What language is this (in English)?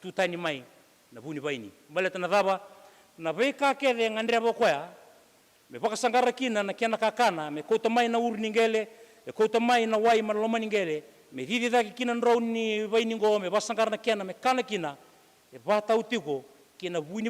Fijian